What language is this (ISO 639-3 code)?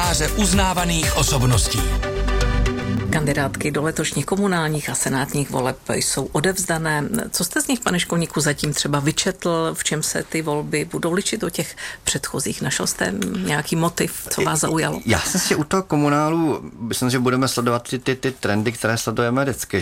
ces